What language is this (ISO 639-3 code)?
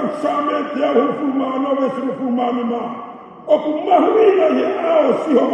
ton